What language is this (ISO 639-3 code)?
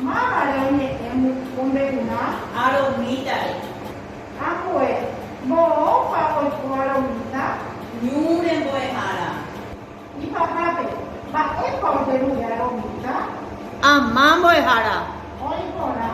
grn